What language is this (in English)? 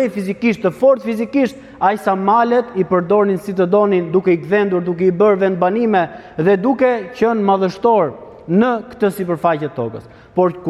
Albanian